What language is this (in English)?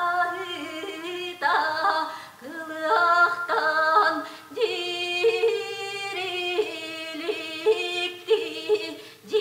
Yakut